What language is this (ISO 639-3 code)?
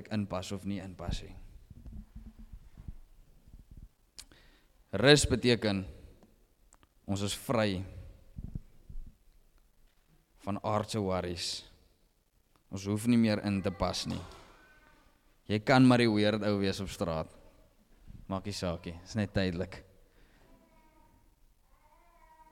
afr